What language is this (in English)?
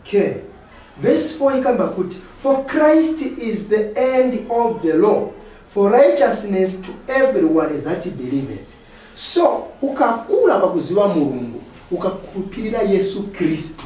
Nyanja